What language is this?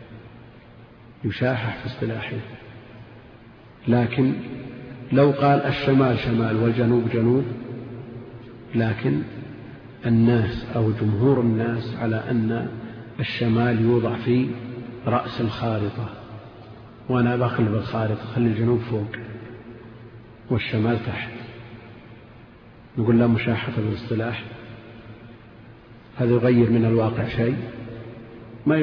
Arabic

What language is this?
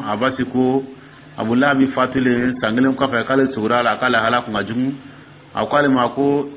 Dyula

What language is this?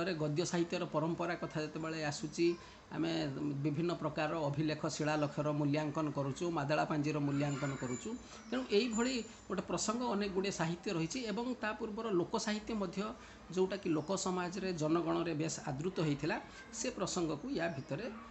Odia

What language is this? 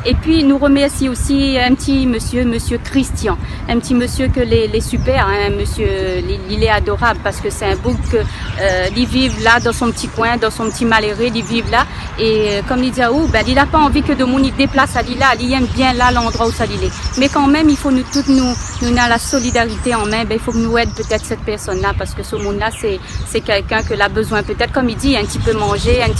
Réunion Creole French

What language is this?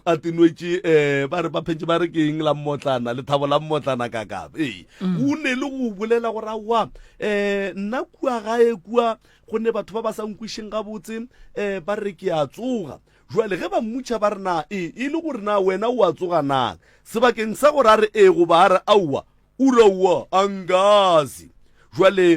Northern Sotho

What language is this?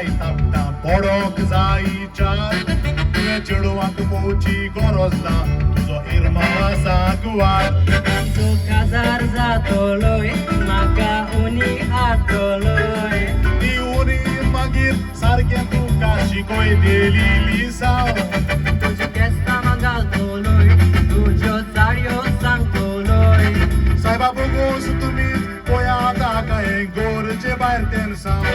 Konkani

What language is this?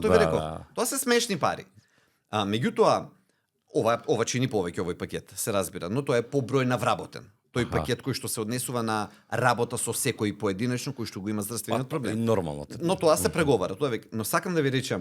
Macedonian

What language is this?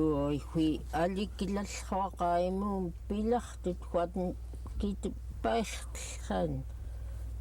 Central Yupik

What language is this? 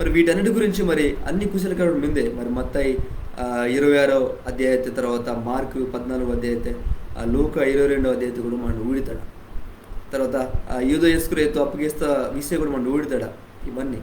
Koya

